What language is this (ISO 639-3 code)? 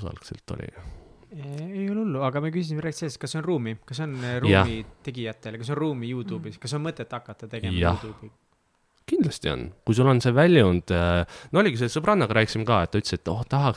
est